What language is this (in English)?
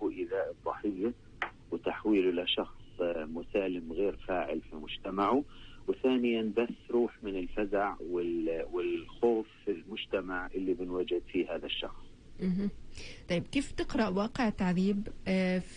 North Levantine Arabic